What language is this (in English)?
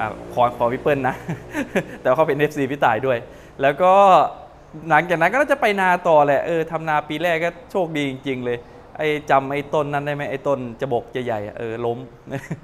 Thai